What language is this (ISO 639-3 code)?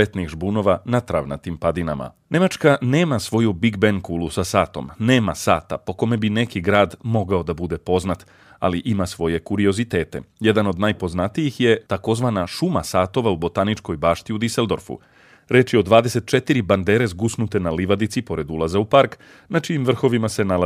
srp